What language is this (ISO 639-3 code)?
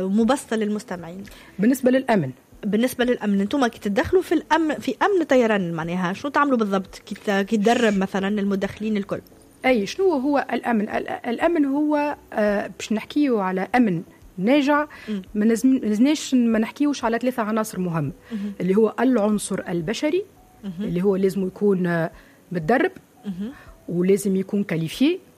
aeb